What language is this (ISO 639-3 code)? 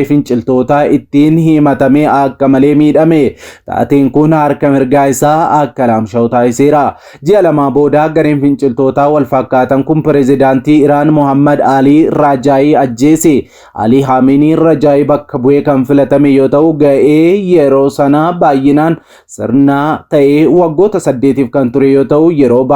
orm